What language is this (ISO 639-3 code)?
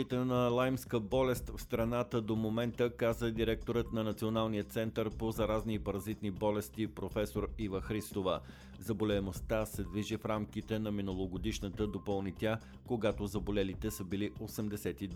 bul